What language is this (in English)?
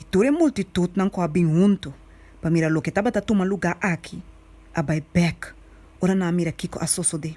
Papiamento